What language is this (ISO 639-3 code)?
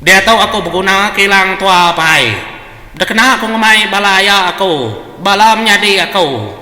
iba